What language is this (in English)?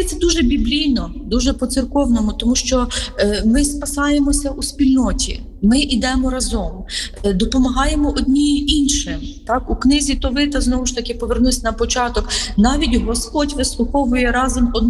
Ukrainian